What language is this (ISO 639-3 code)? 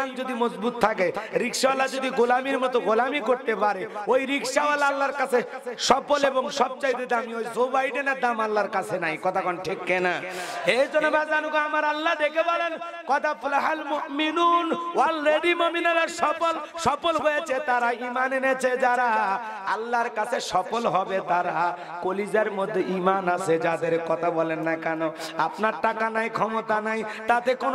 ben